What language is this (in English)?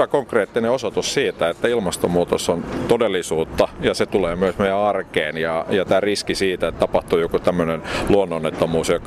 Finnish